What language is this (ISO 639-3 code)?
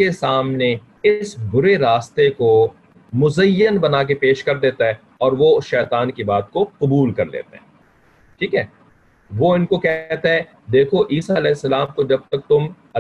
urd